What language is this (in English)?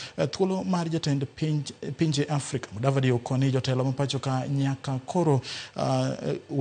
Luo (Kenya and Tanzania)